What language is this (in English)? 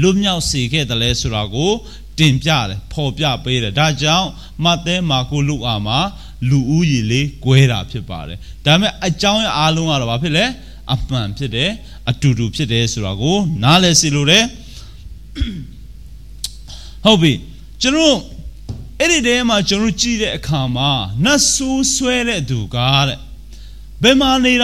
Burmese